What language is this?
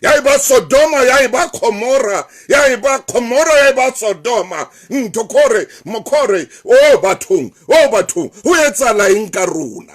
Southern Sotho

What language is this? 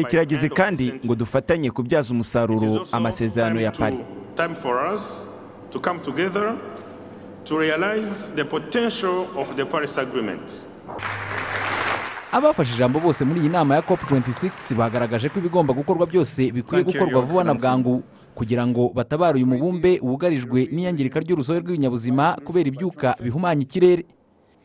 Kinyarwanda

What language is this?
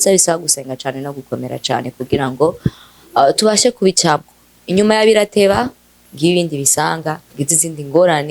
Rundi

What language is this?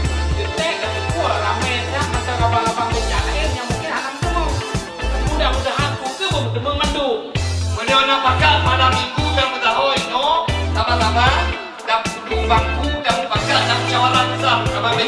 Achinese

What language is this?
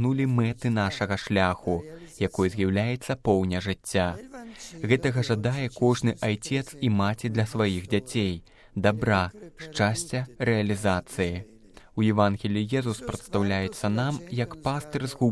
Belarusian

